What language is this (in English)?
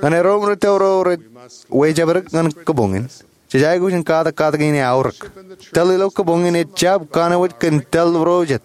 Marshallese